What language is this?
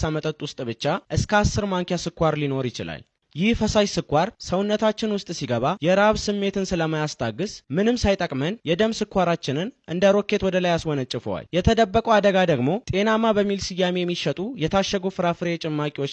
Amharic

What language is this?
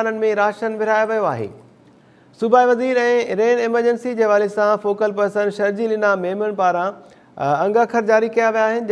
Sindhi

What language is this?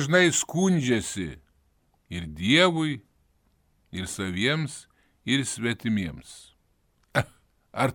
Lithuanian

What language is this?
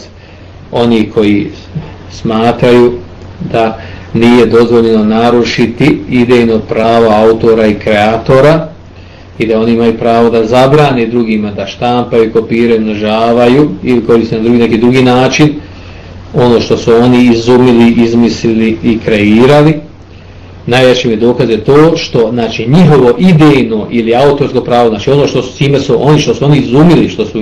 Bosnian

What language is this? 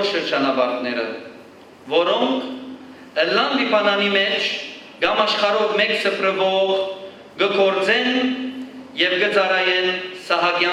Western Armenian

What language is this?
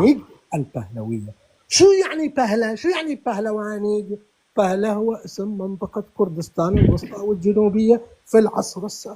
North Levantine Arabic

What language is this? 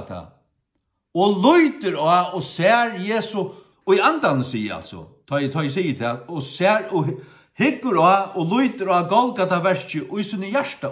Faroese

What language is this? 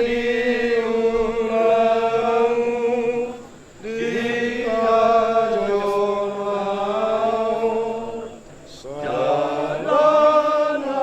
Batak Toba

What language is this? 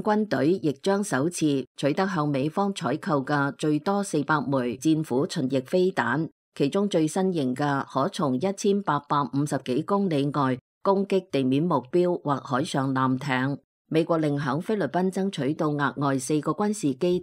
Cantonese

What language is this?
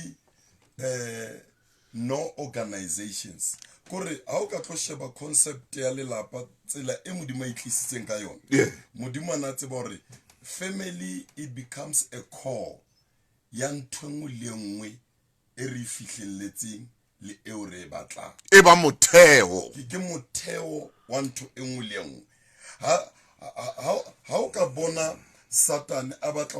Southern Sotho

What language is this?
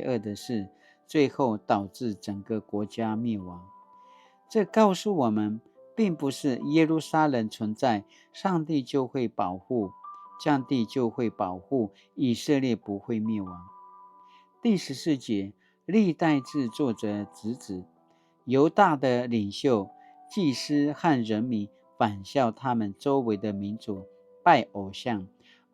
Paiwan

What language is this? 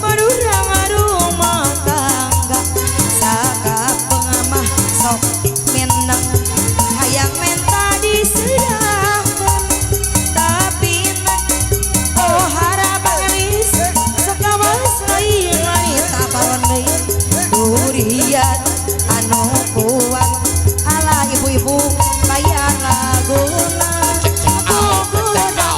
Sundanese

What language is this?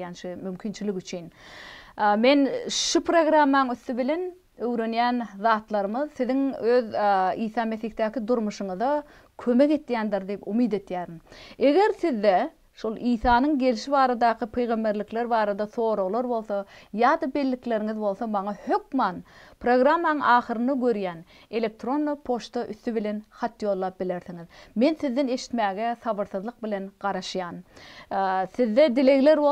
Turkmen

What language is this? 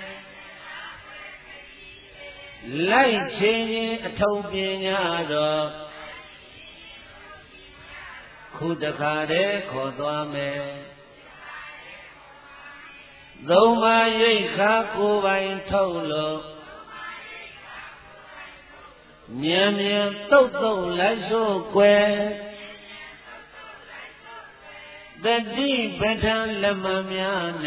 Burmese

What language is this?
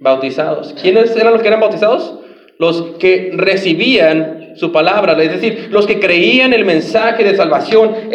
Spanish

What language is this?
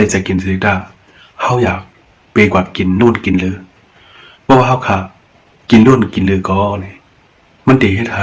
Shan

